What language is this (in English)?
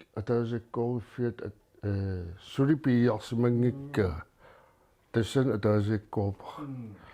Kalaallisut